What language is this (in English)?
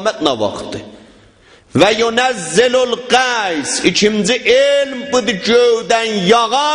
South Azerbaijani